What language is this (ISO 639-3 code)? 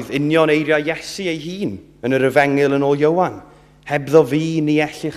cym